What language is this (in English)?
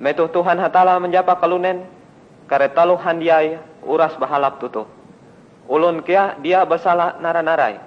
Ngaju